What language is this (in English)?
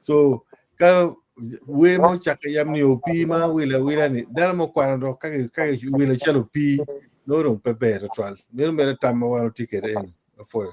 Acoli